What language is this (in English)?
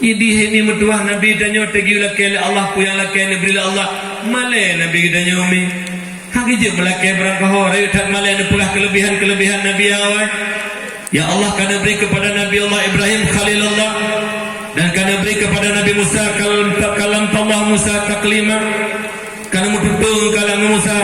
Achinese